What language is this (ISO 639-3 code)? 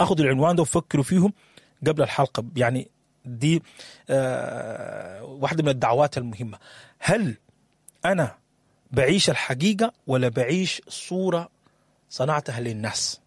apd